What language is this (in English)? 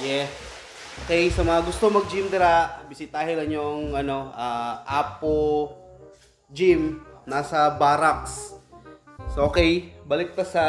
Cebuano